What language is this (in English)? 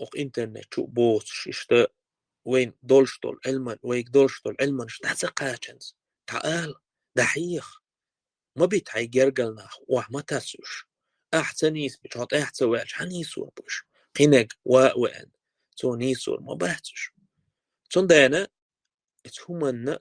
Chechen